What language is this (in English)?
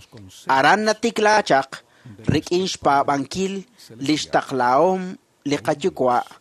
Kekchí